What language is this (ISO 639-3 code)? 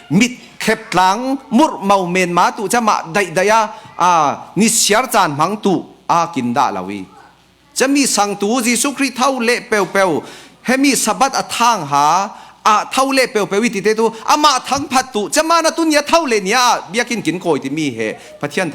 cfm